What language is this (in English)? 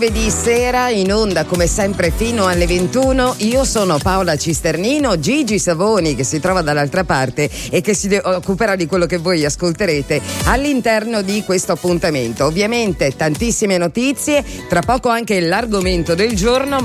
Italian